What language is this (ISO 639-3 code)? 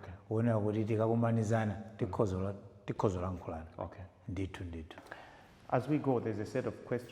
nya